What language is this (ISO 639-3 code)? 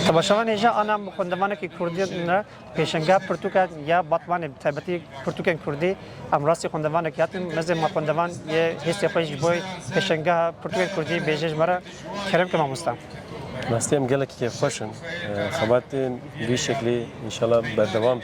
kur